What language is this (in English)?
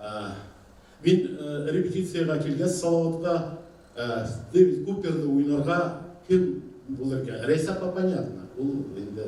Bashkir